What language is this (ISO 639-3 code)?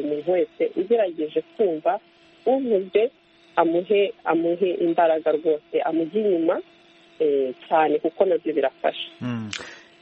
kin